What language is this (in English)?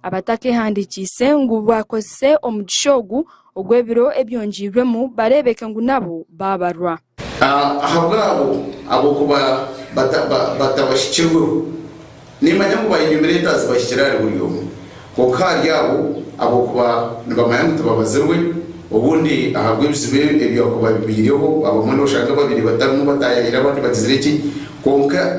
Nyankole